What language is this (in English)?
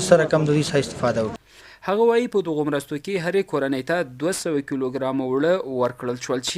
Pashto